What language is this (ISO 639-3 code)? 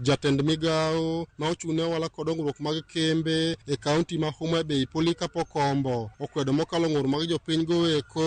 luo